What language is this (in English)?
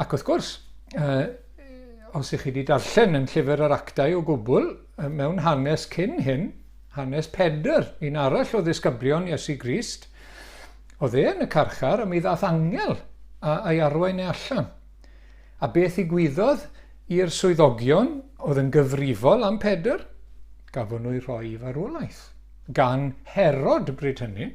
Welsh